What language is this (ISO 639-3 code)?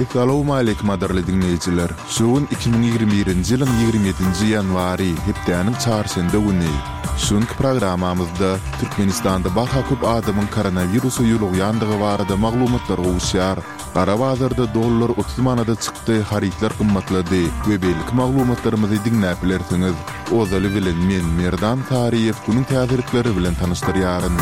tuk